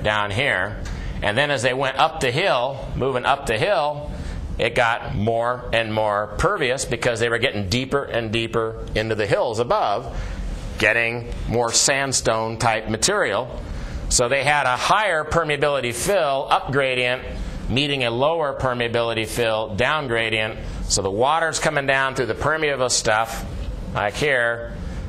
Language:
English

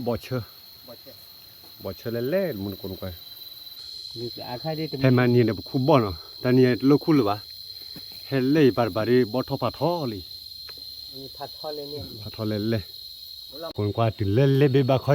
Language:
S'gaw Karen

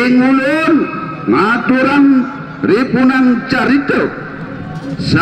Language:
Balinese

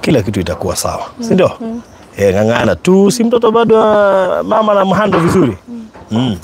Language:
Kikuyu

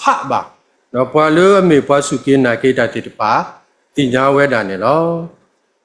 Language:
S'gaw Karen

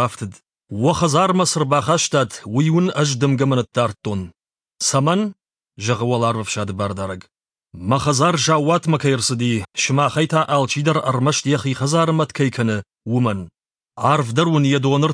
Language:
Ossetic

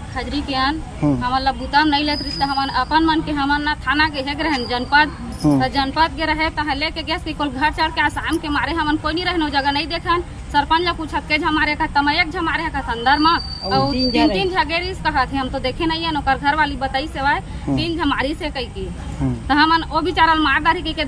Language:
Chhattisgarhi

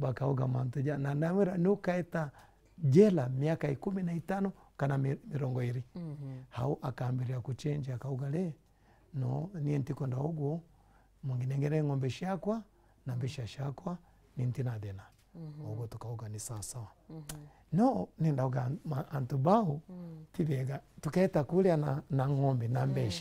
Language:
Meru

